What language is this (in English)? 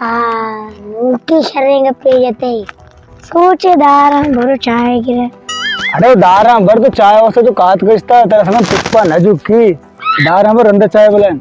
Baluchi